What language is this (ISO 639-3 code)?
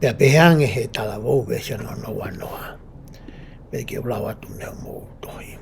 ton